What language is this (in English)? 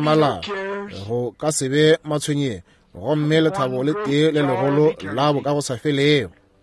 Northern Sotho